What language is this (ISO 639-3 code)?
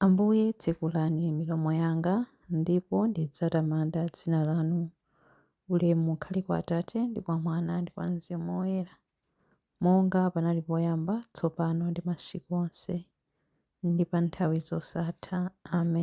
nya